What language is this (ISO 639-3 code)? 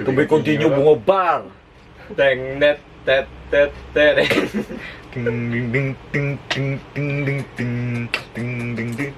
bjn